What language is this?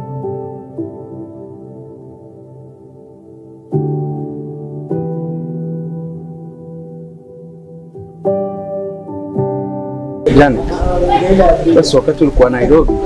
Swahili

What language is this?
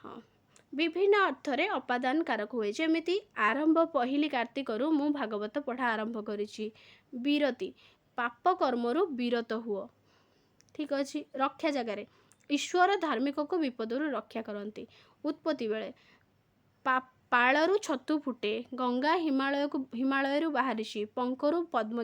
Odia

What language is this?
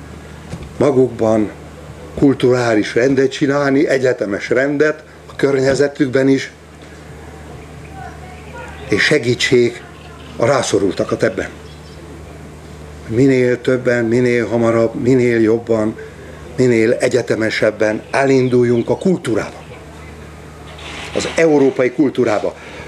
Hungarian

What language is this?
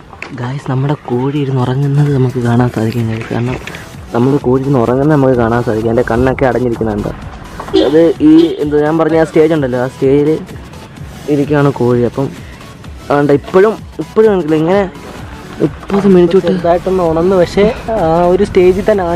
Malayalam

